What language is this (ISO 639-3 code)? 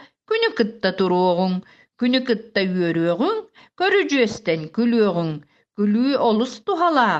sah